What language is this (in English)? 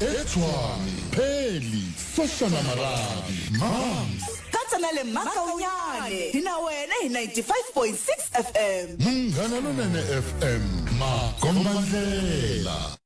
Tsonga